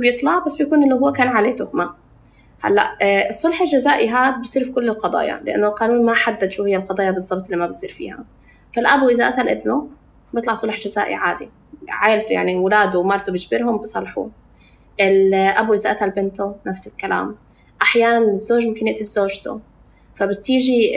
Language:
North Levantine Arabic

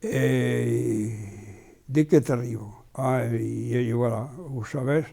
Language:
Occitan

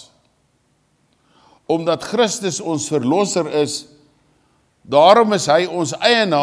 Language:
Afrikaans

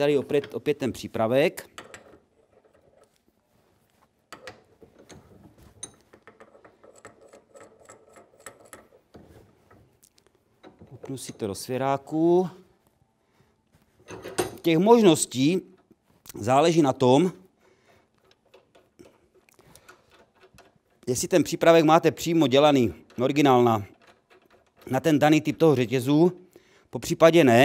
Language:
Czech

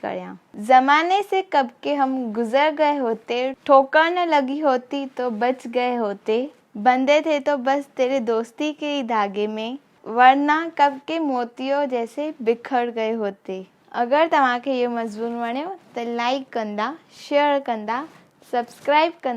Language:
Sindhi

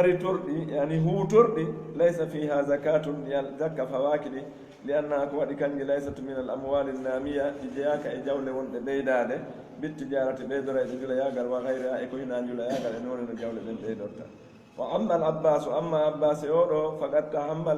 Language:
Pular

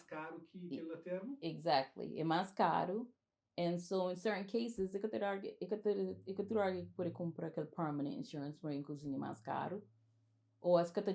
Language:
Kabuverdianu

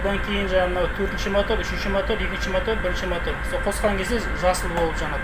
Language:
Kazakh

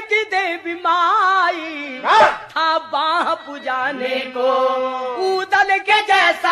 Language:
Bhojpuri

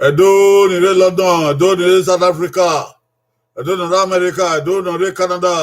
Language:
Bini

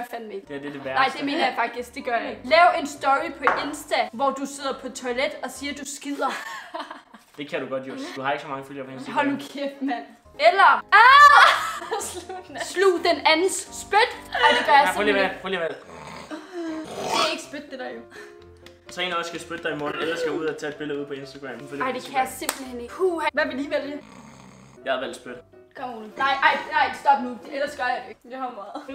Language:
Danish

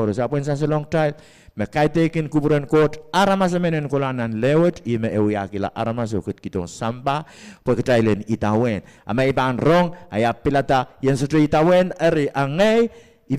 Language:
Pohnpeian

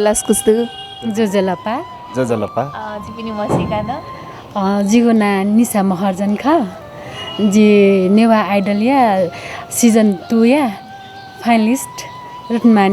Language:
Newari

